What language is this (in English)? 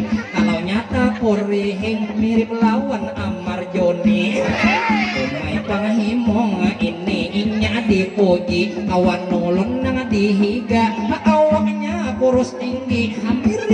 Banjar